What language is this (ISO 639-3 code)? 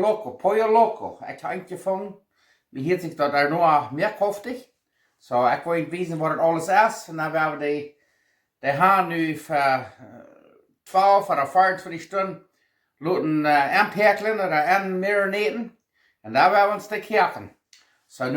pdt